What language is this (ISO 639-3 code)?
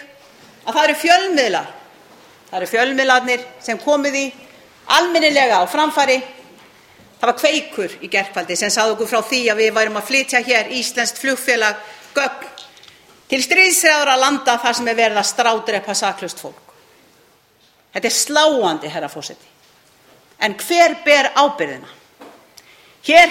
isl